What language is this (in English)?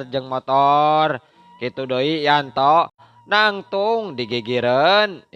Sundanese